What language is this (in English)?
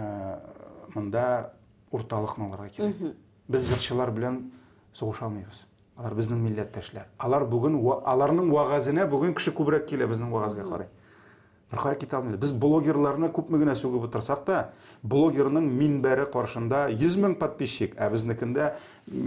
Tatar